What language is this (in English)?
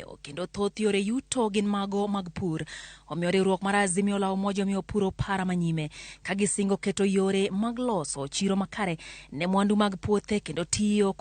Luo (Kenya and Tanzania)